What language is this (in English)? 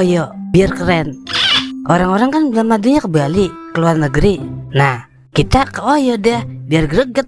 Betawi